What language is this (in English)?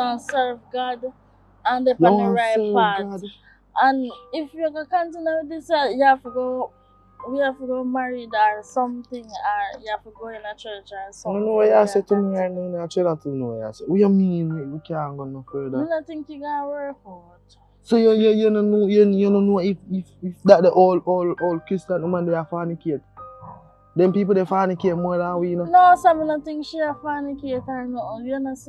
Jamaican Creole English